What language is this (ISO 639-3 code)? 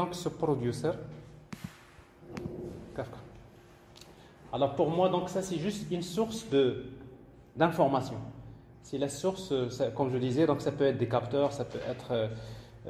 fra